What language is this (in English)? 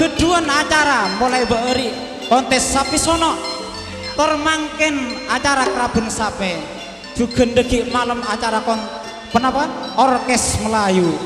Madurese